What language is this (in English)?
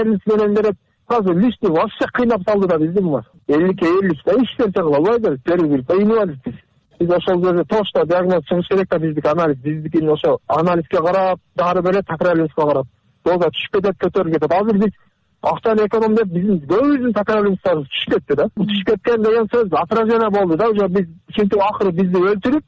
Kyrgyz